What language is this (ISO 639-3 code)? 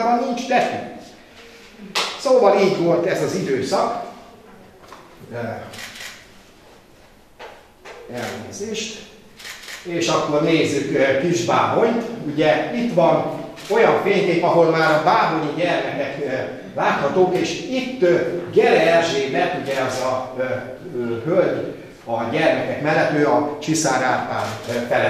hun